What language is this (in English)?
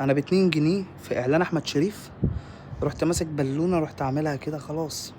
Egyptian Arabic